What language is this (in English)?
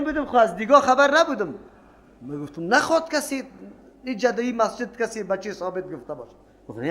Persian